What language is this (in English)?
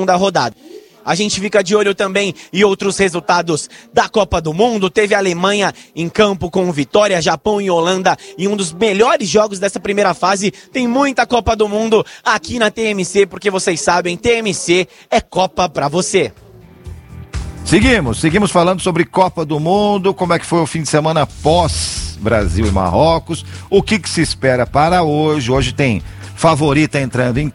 Portuguese